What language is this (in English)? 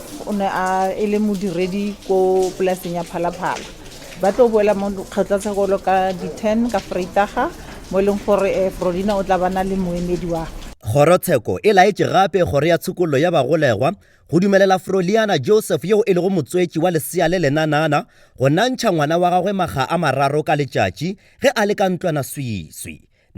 Northern Sotho